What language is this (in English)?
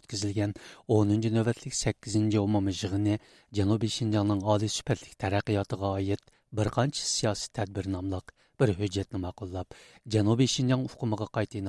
Uyghur